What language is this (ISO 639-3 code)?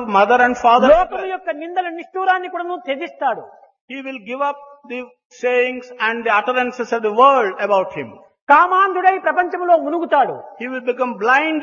tel